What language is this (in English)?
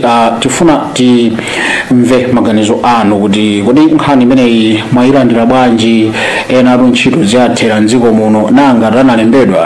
Nyanja